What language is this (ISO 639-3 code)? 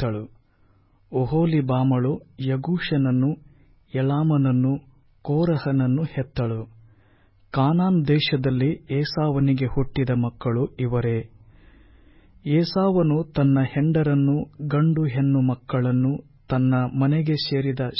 kan